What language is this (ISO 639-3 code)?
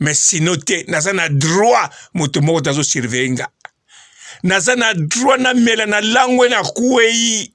lin